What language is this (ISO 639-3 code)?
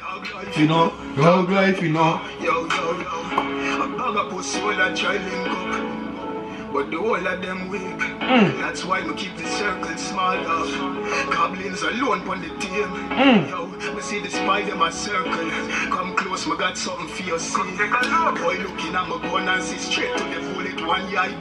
jam